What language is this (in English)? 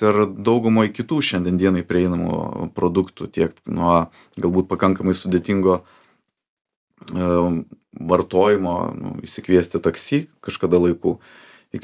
Lithuanian